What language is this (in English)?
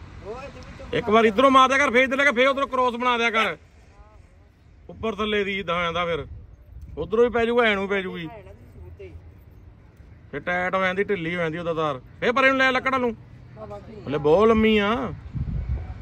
Punjabi